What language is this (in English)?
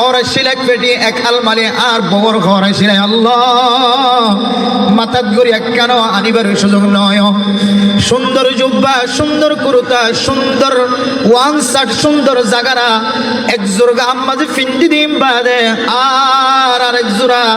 Rohingya